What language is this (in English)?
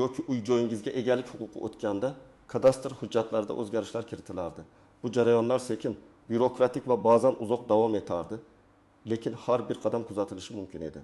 Uzbek